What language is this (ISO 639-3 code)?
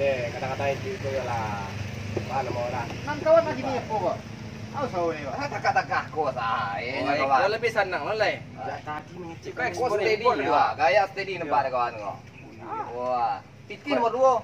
min